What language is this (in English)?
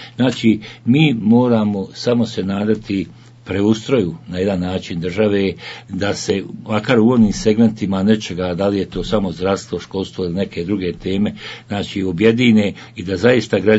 Bosnian